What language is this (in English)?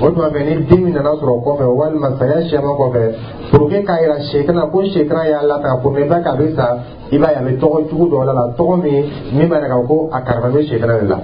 Dyula